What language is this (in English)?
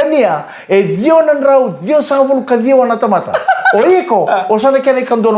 Fijian